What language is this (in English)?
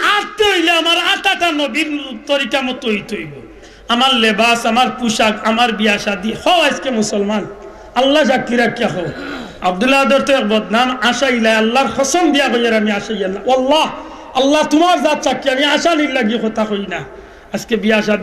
Sylheti